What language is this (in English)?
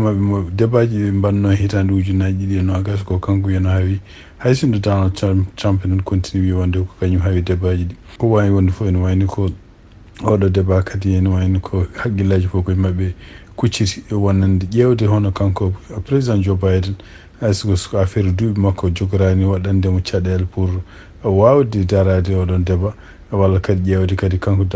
Fula